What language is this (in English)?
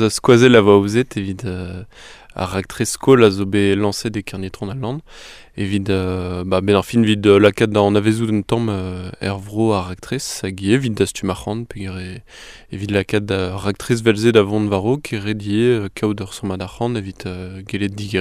Breton